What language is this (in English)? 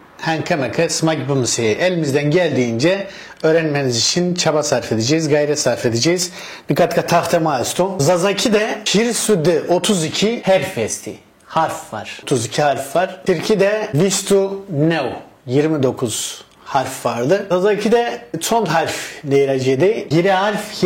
Zaza